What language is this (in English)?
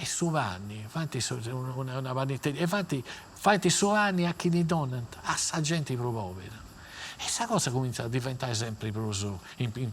Sardinian